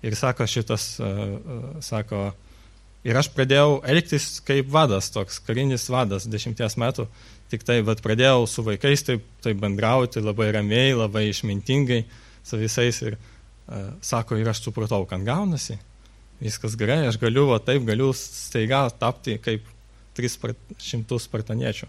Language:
Lithuanian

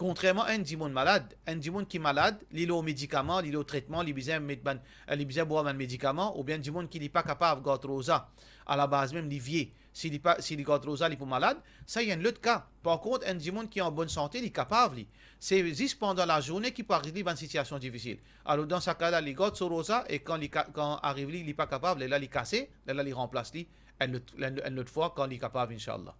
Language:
Morisyen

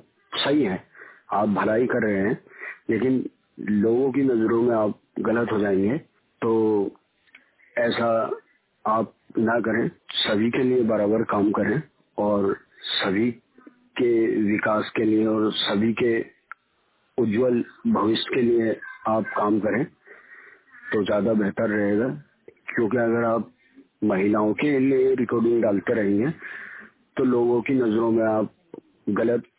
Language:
Hindi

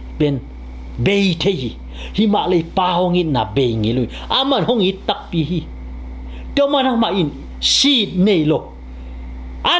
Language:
Tedim Chin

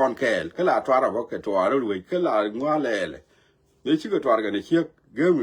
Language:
Nuer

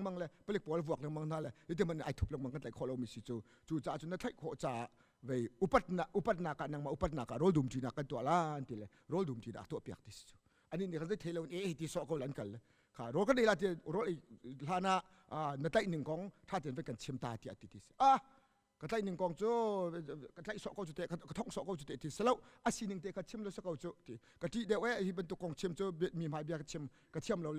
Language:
Hakha Chin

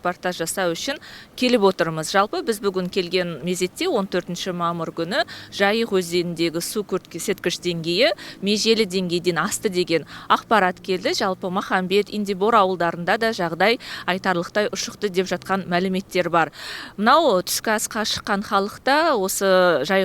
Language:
Kazakh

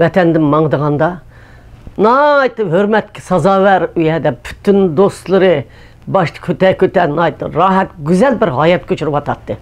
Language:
Uyghur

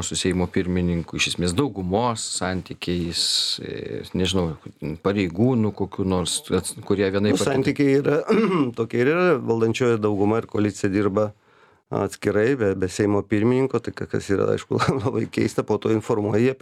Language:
Lithuanian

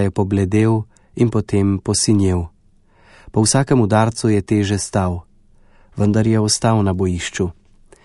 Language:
Slovenian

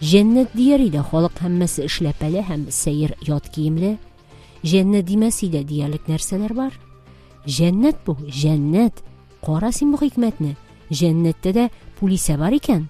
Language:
Tatar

